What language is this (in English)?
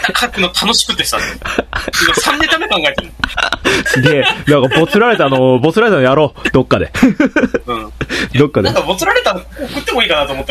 Japanese